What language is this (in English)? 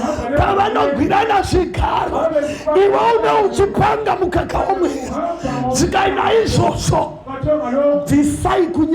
Shona